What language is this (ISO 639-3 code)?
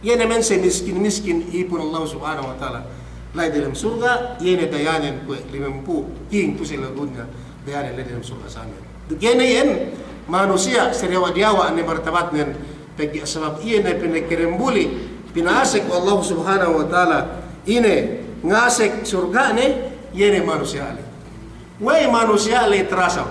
yka